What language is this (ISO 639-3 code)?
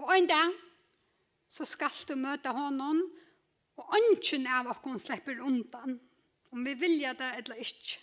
fao